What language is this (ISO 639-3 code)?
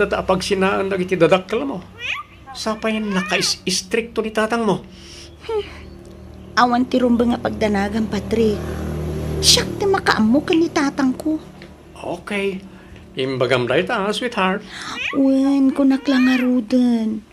ilo